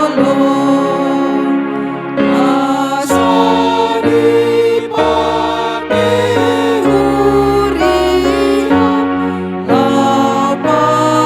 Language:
Batak Toba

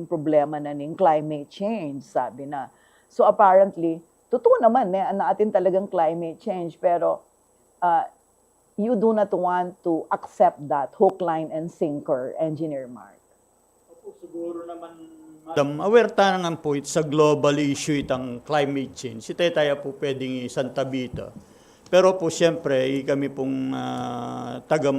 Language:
Pampanga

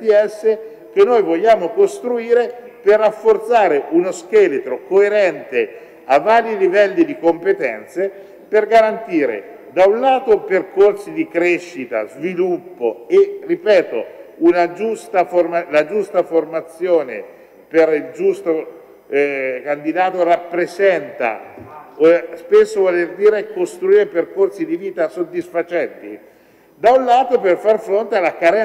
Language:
Italian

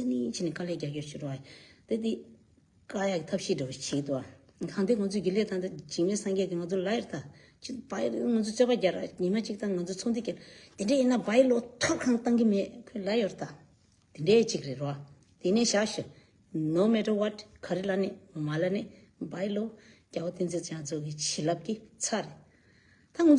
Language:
Tibetan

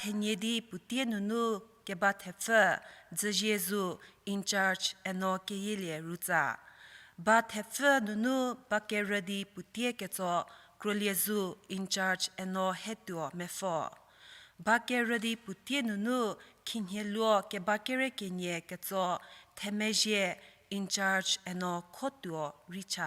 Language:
Angami Naga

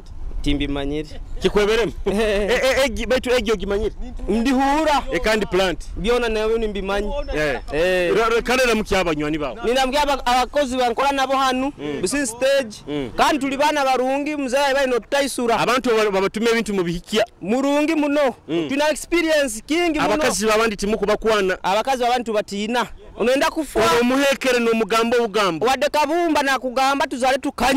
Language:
Nyoro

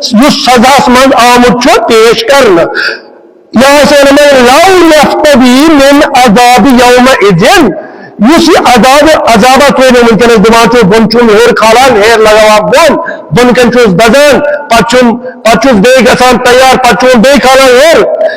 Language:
Kashmiri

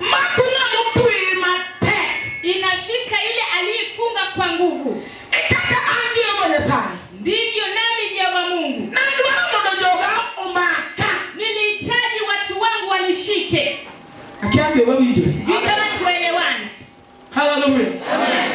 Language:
Luo (Kenya and Tanzania)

